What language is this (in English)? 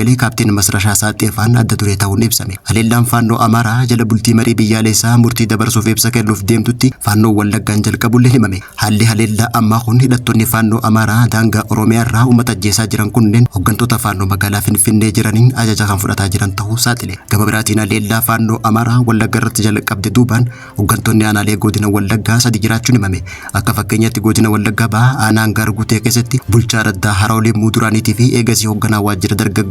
Oromo